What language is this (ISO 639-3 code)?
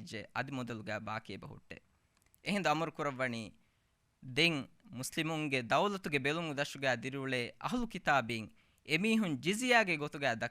div